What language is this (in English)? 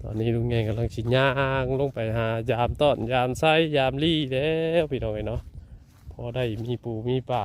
Lao